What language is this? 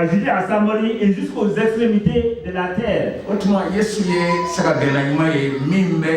Bambara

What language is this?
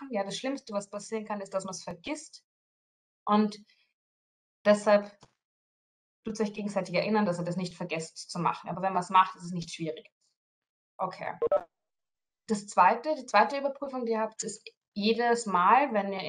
German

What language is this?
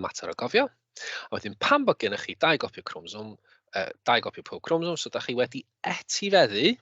Welsh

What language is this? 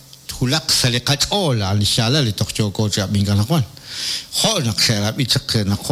Kekchí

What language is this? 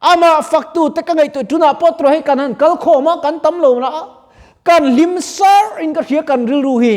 Mizo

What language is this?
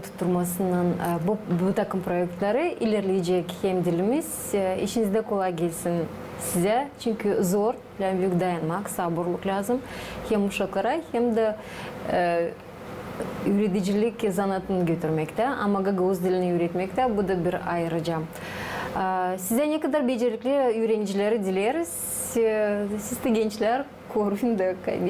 Gagauz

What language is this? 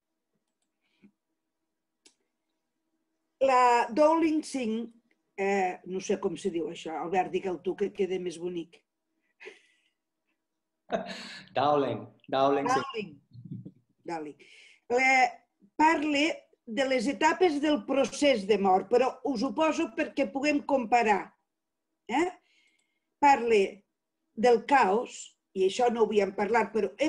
Catalan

